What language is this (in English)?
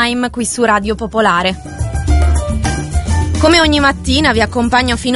Italian